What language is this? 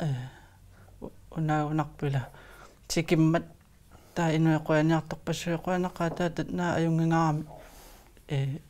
Kalaallisut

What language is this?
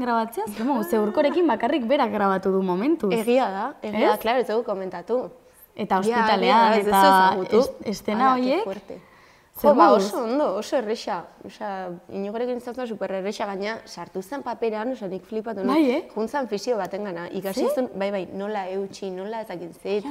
Basque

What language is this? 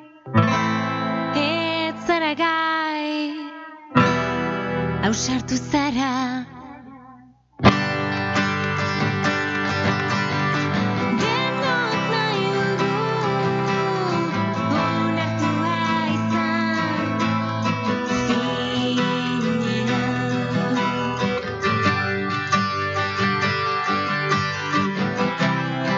Basque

